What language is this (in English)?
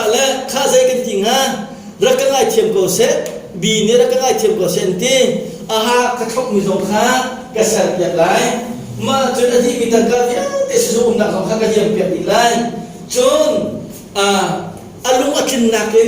Hakha Chin